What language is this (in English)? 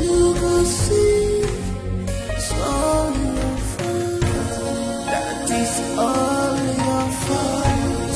Nigerian Pidgin